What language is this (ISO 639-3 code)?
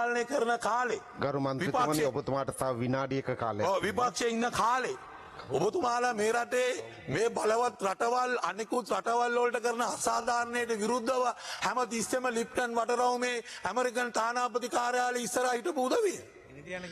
sin